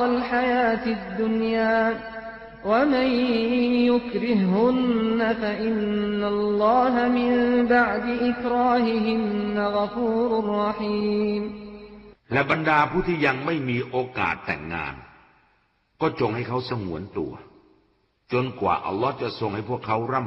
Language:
Thai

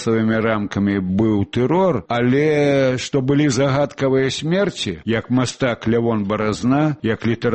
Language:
Belarusian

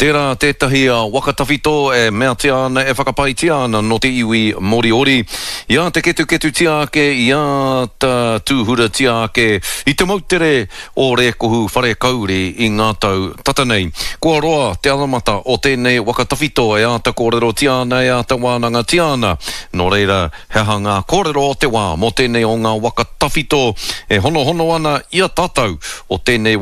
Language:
Māori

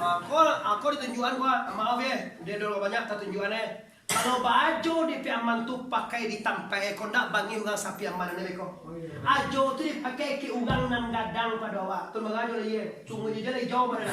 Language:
Minangkabau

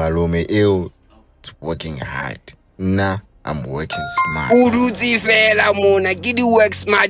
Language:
Southern Sotho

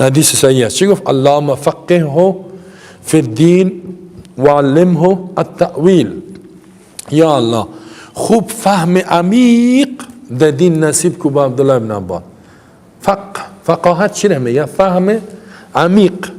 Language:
Persian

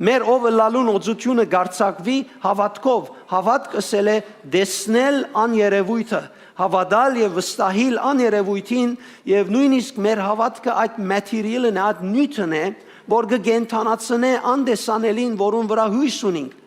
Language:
Western Armenian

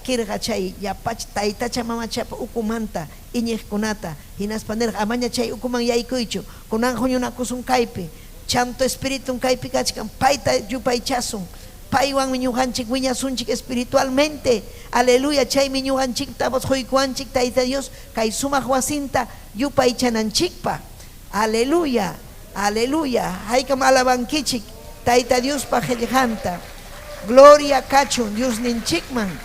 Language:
Ayacucho Quechua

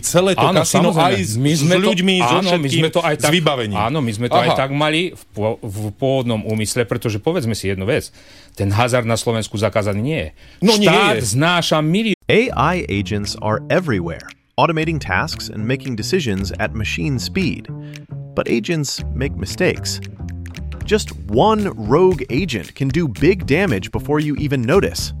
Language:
Slovak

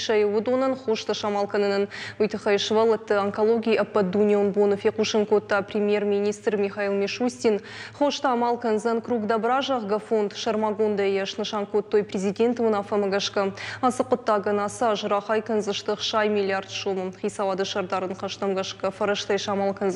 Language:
Ossetic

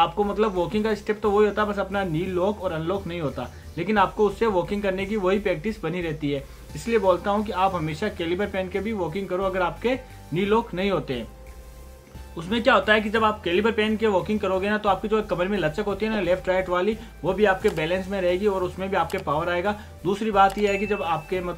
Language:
Hindi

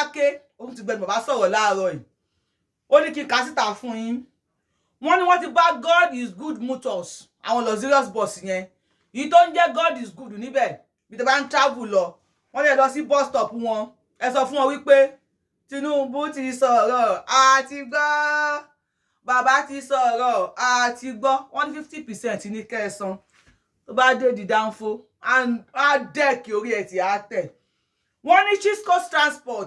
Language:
Yoruba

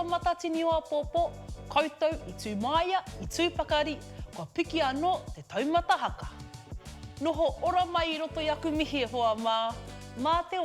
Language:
Māori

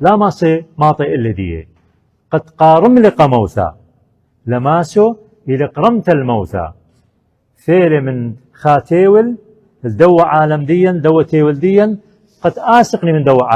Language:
Assyrian Neo-Aramaic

